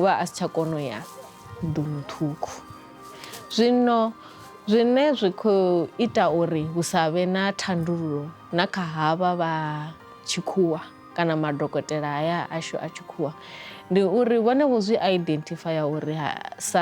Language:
Venda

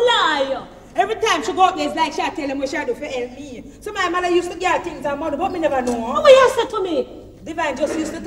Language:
Jamaican Creole English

